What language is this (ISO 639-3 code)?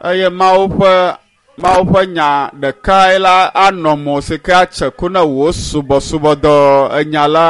ewe